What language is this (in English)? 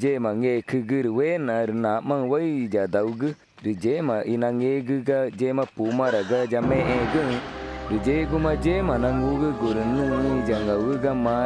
Ticuna